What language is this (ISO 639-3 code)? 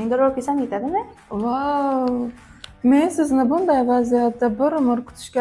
uzb